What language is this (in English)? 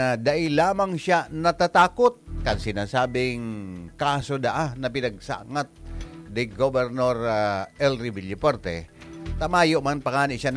Bikol